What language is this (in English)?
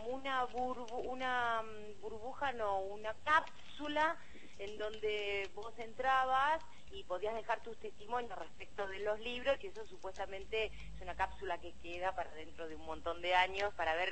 Spanish